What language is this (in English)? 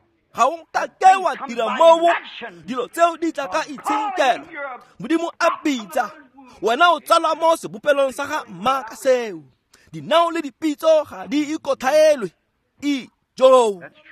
Tswana